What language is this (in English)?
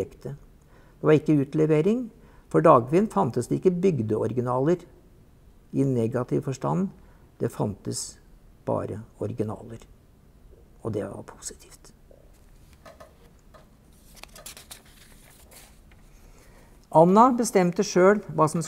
Norwegian